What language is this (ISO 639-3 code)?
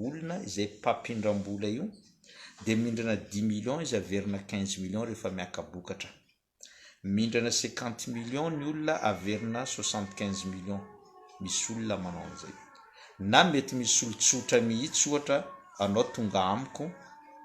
mlg